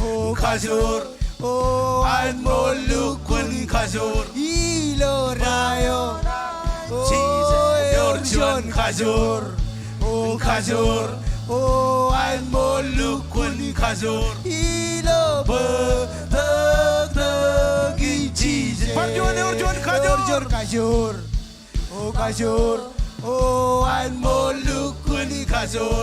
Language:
Marshallese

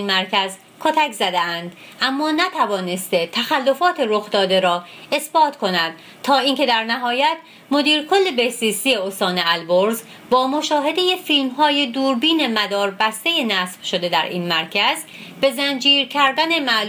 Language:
Persian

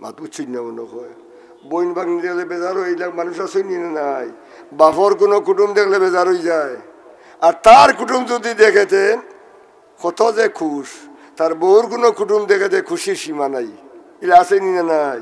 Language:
Sylheti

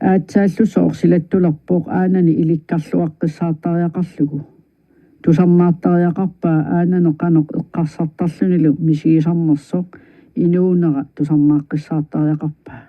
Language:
Kalaallisut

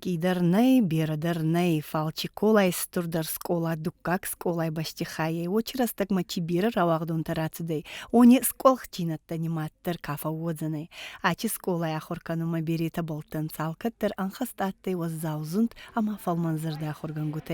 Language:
Ossetic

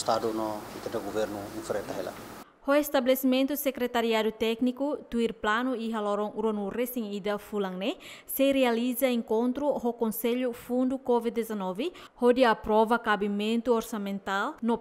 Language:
Tetum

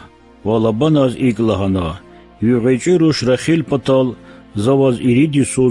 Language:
Lezghian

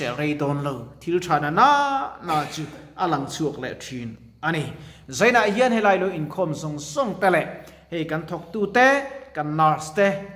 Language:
Mizo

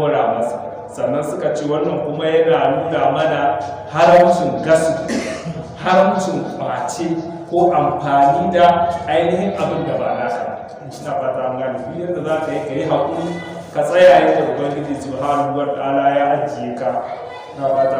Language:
Hausa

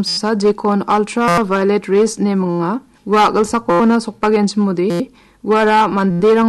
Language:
Garo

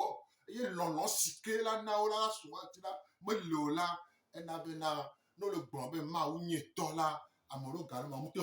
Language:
Gen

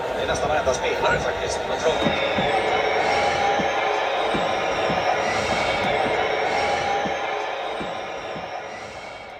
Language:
Swedish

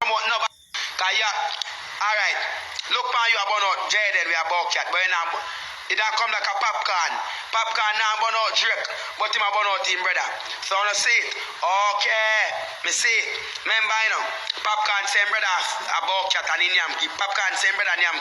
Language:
Jamaican Creole English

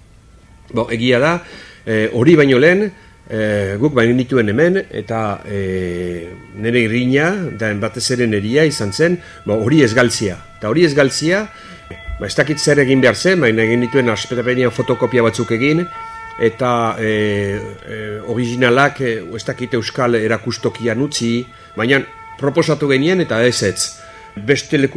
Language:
Basque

